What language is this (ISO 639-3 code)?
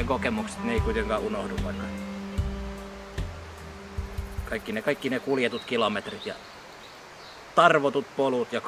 fin